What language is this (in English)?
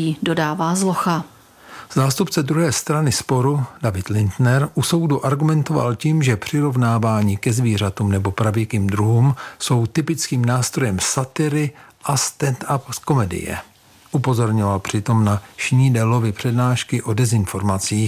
Czech